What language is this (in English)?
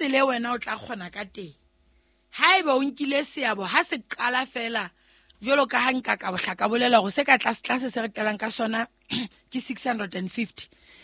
Southern Sotho